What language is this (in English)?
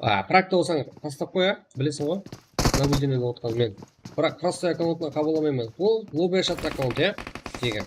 Kara-Kalpak